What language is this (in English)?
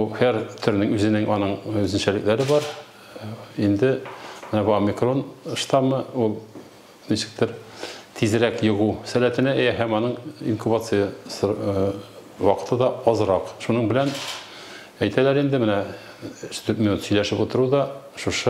Tatar